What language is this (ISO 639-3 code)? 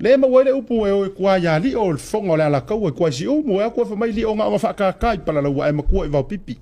smo